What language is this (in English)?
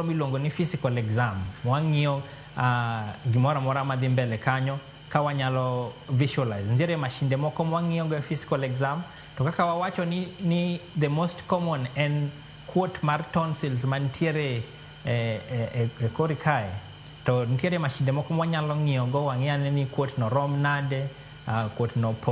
Luo (Kenya and Tanzania)